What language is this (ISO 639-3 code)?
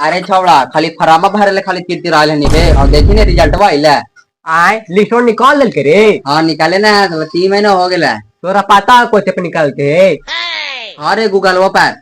mag